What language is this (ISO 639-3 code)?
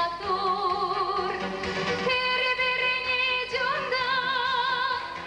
chv